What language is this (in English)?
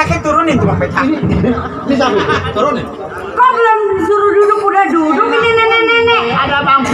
Betawi